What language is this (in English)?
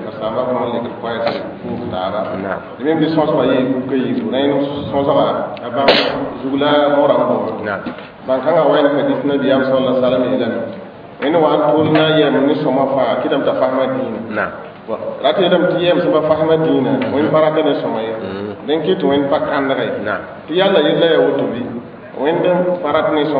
Mossi